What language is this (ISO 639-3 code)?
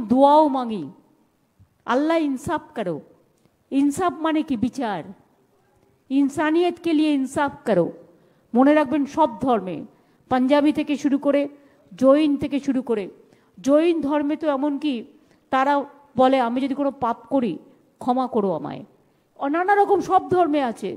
ben